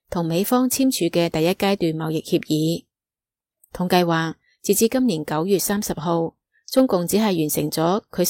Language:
Cantonese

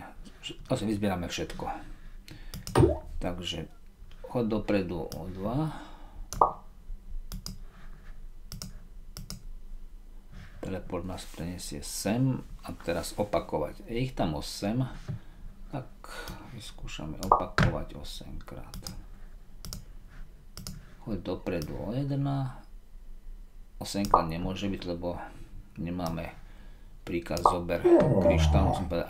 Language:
Slovak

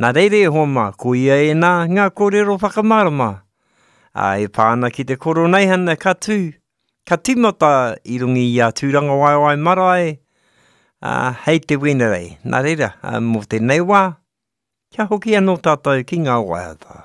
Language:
Māori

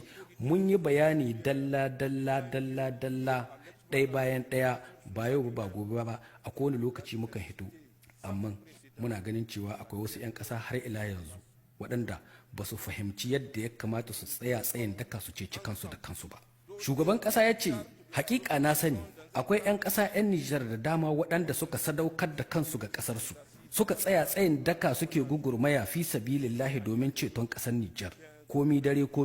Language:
Hausa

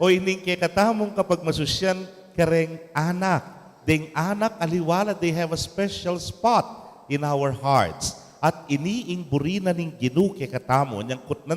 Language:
Pampanga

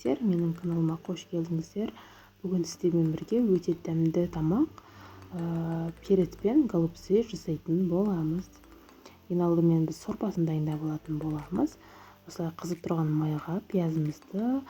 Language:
Kazakh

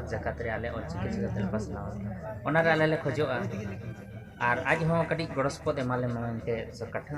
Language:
Santali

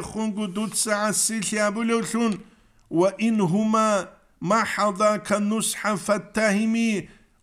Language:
Avaric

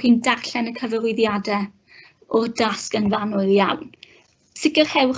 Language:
Welsh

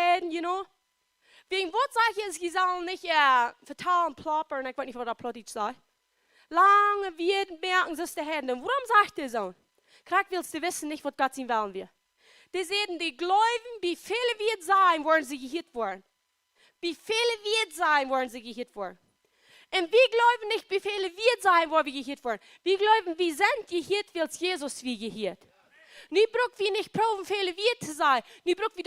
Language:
Plautdietsch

